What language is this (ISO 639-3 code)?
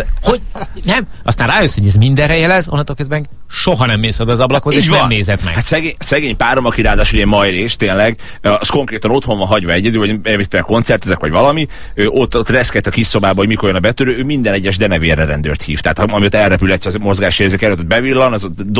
hun